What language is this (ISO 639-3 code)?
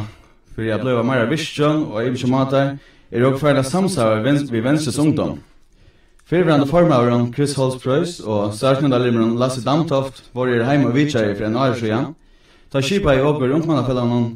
fao